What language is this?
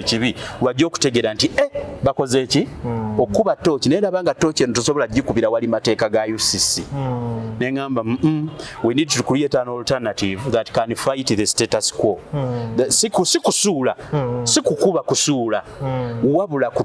Ganda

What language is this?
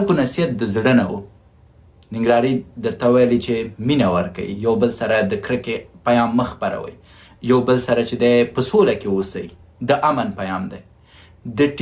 Pashto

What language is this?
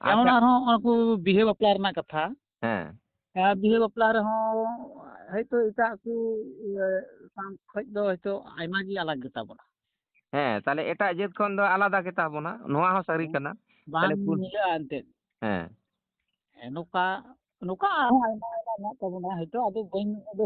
Santali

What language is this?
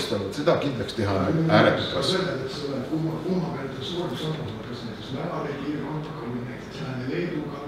Estonian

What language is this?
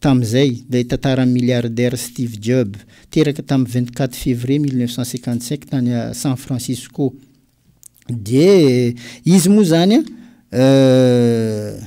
Malagasy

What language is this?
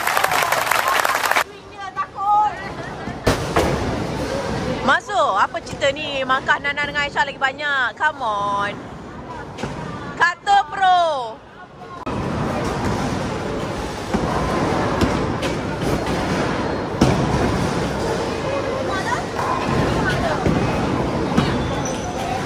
Malay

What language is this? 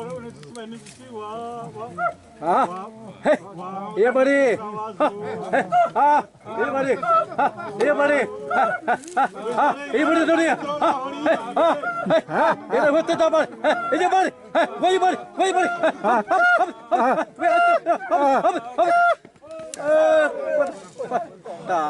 Xavánte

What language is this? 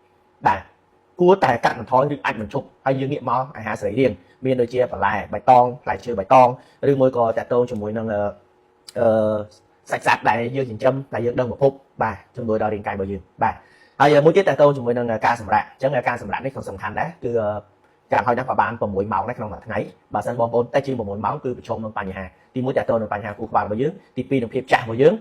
Khmer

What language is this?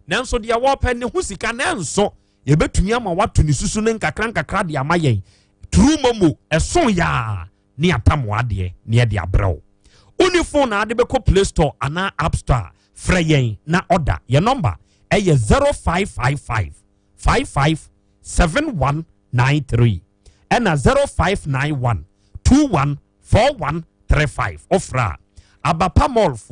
Akan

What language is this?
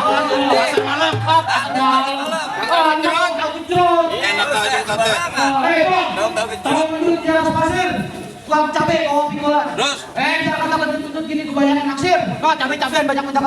Betawi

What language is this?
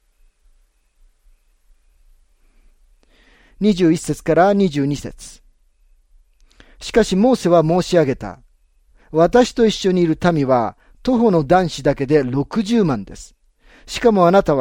Japanese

